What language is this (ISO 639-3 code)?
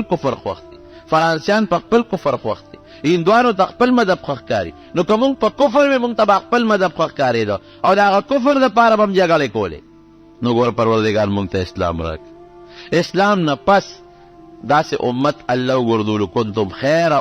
pus